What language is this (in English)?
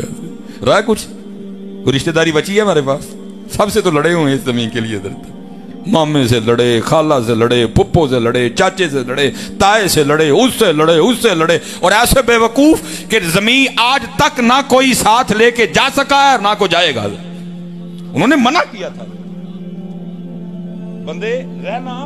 Urdu